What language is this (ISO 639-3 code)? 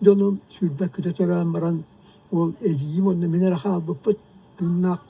sah